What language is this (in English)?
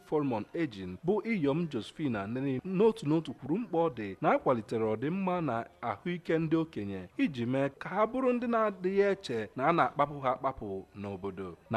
Igbo